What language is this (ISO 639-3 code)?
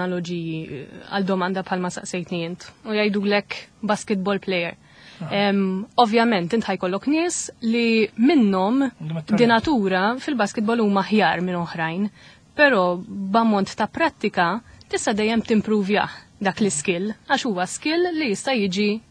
mlt